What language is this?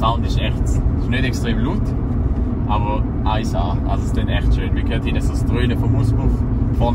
Swiss German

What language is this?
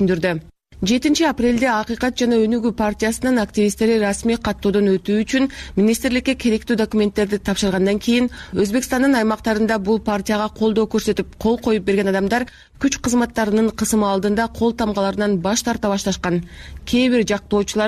Kyrgyz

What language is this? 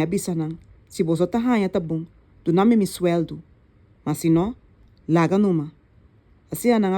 Papiamento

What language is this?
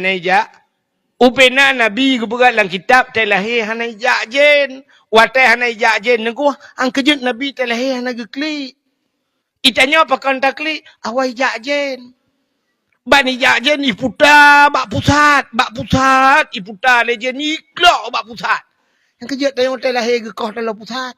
Achinese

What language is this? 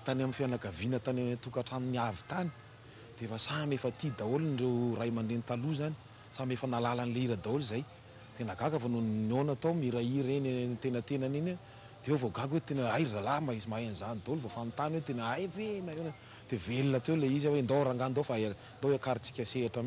Malagasy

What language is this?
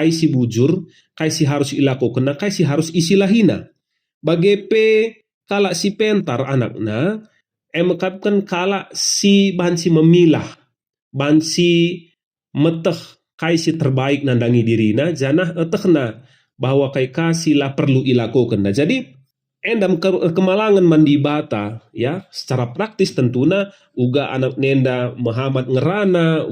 Batak Karo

